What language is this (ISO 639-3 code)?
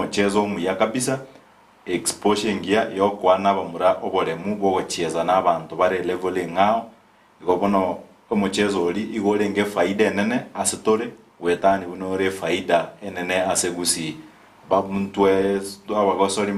guz